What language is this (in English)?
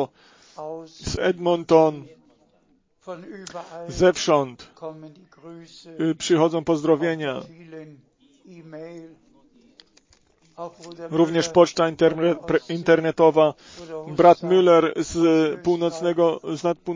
Polish